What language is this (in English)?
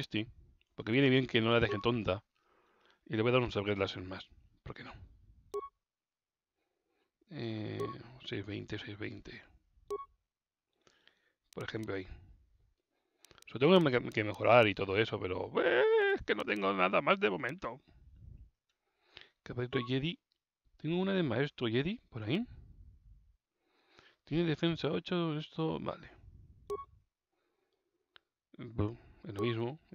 Spanish